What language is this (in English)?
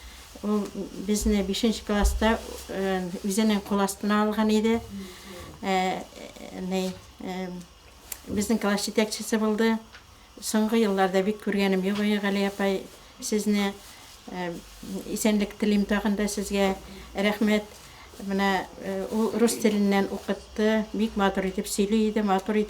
Bashkir